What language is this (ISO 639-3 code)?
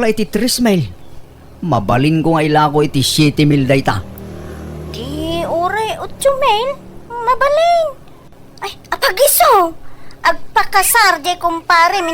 ilo